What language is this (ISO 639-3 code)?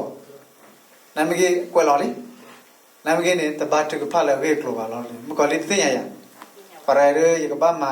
ksw